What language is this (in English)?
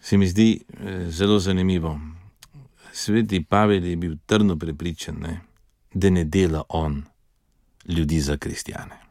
Slovenian